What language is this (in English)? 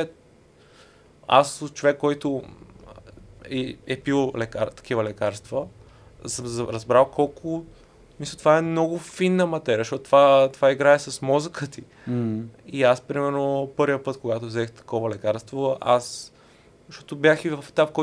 Bulgarian